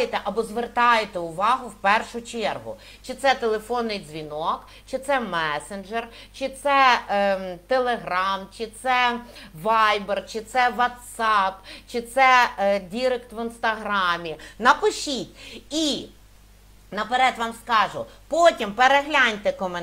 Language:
Ukrainian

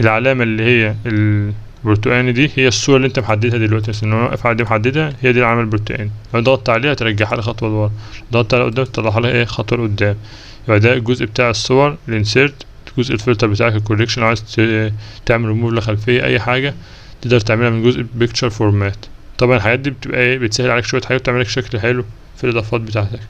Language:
Egyptian Arabic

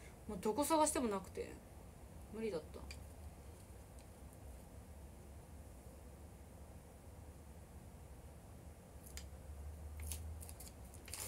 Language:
Japanese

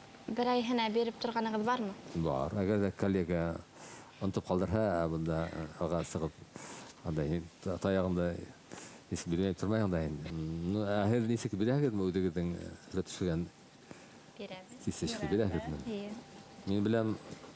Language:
Bashkir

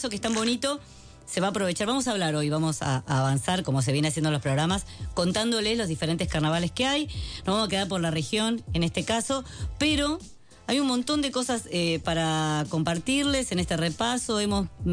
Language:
Spanish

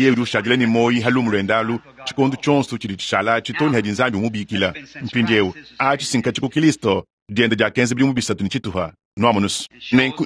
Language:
Luba-Lulua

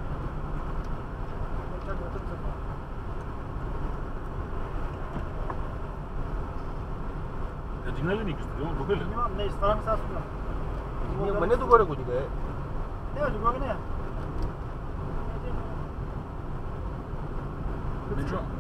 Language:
Bulgarian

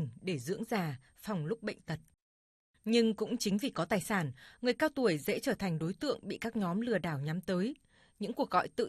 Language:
Vietnamese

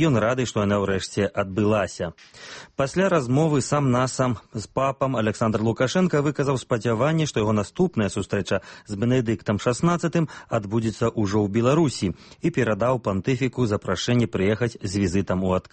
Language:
Belarusian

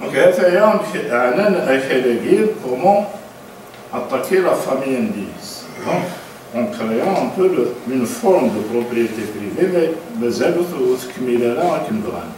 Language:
Kabyle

